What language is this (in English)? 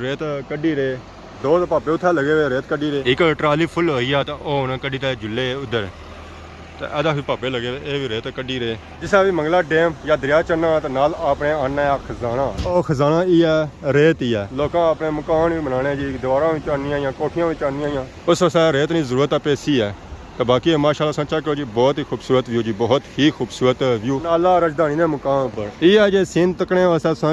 Pahari-Potwari